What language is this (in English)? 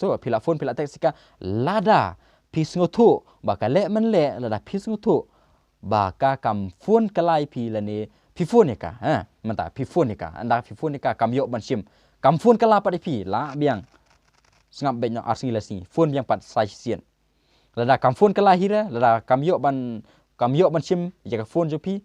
Khasi